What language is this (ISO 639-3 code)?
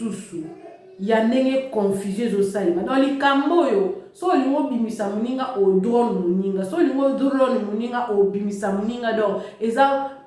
lin